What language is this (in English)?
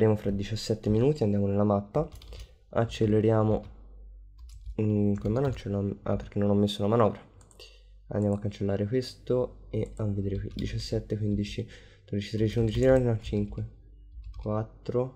Italian